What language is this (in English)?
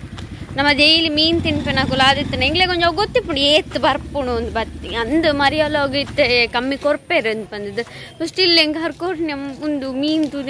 Tulu